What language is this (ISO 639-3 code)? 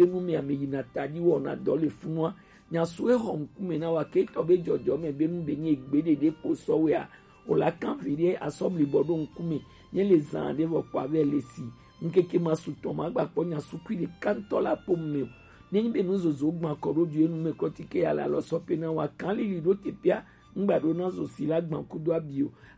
gej